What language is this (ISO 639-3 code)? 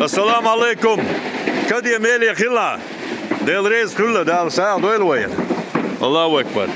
che